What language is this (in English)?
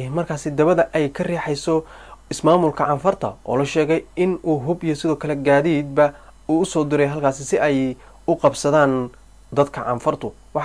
Somali